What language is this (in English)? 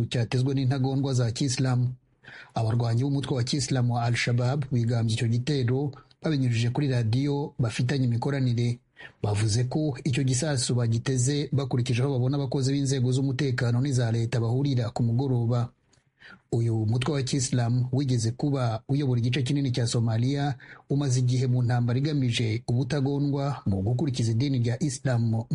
Kinyarwanda